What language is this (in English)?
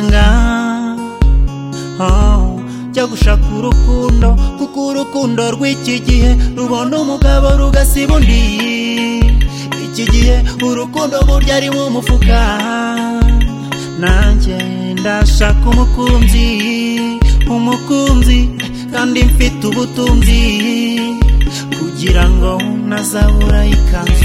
Kinyarwanda